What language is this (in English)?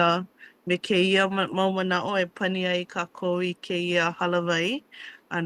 Hawaiian